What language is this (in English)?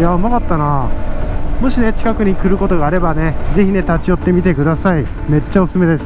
Japanese